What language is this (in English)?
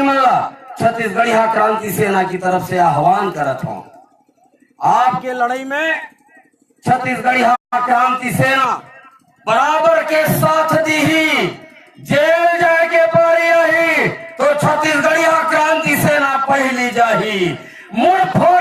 Chhattisgarhi